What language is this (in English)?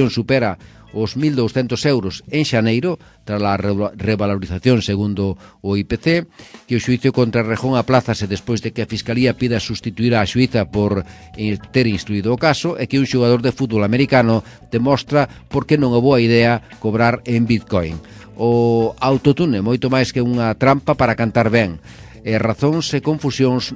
Galician